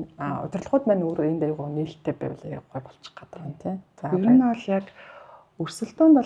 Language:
Mongolian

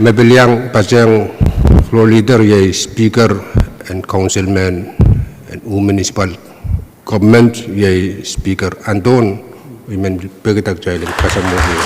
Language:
Pohnpeian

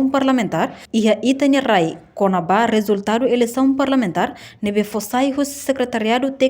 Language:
Tetum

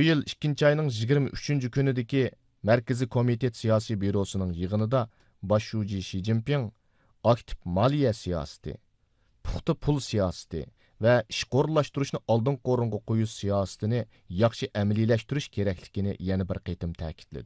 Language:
Uyghur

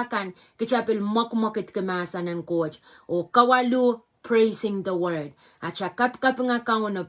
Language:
Pohnpeian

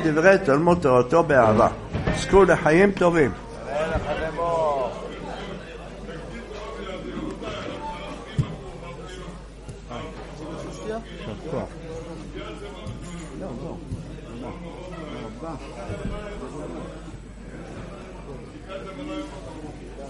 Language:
Hebrew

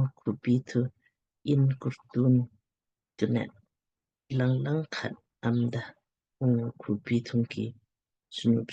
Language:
Lamkang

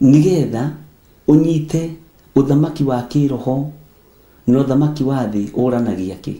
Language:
Kikuyu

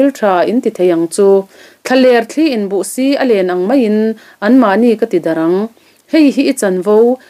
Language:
Mizo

